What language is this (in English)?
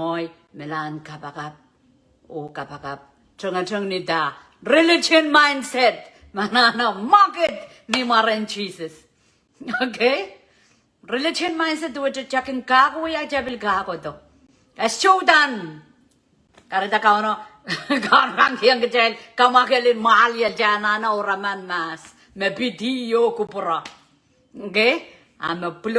Pohnpeian